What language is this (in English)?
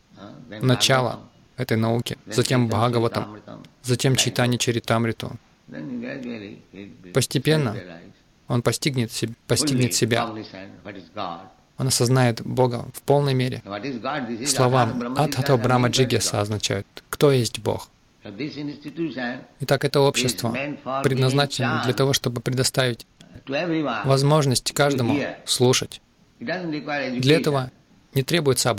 Russian